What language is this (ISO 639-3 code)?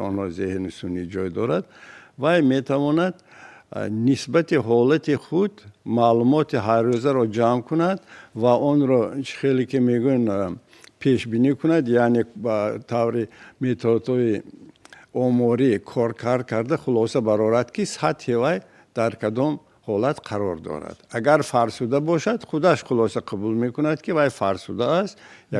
tgk